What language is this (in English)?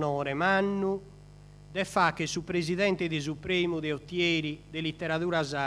Sardinian